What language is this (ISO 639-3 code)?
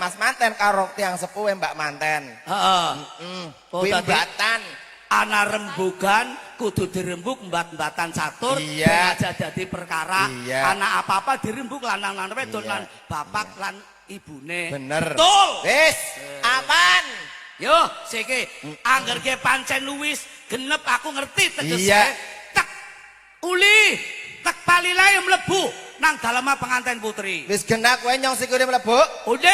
jav